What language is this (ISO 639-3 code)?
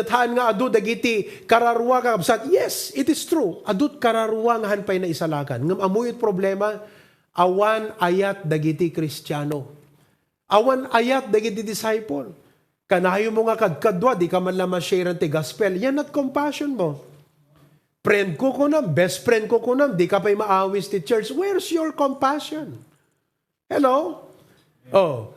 ilo